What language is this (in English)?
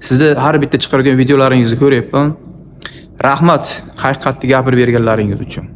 Uzbek